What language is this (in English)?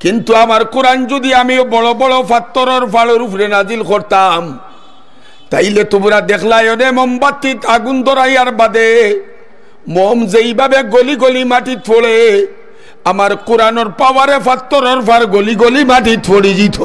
Sylheti